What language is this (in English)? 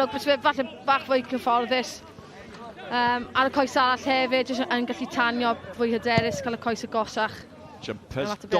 Welsh